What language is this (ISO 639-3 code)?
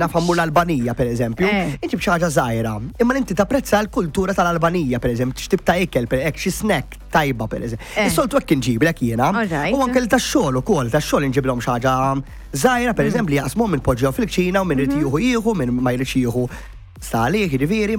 mlt